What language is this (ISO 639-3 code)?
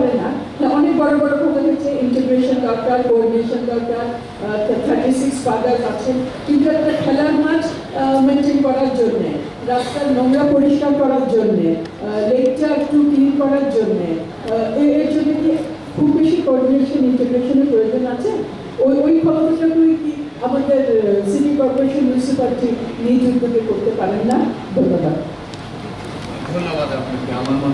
ben